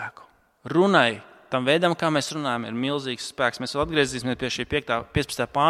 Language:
Latvian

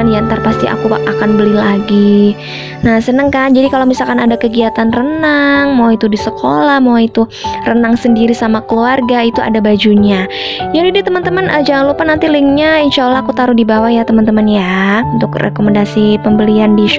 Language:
Indonesian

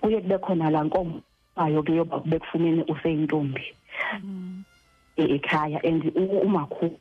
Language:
Xhosa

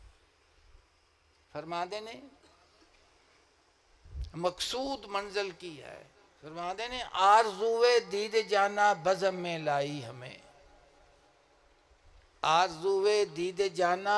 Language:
Urdu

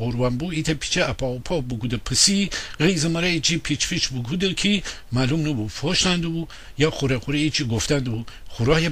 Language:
Gilaki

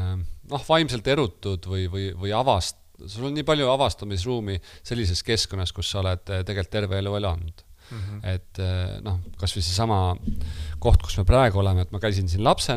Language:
Estonian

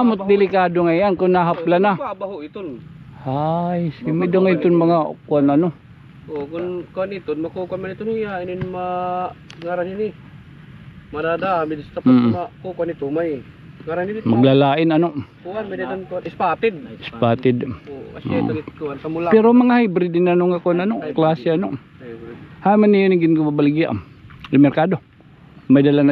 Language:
Waray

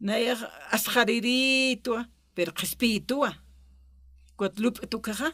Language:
Aymara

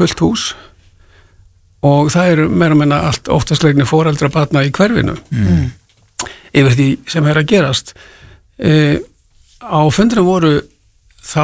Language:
Icelandic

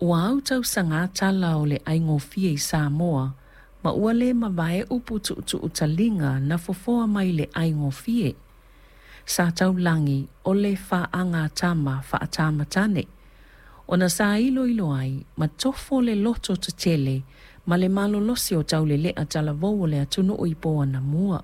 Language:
Samoan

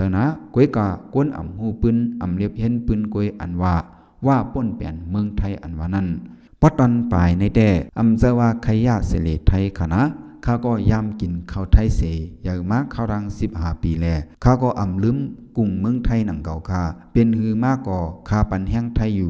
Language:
Shan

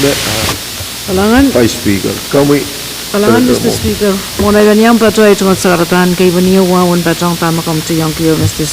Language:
Pohnpeian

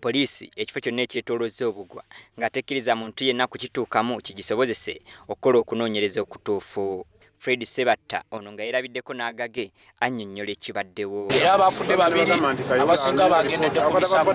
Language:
Ganda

